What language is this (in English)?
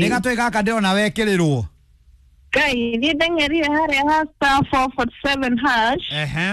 Kikuyu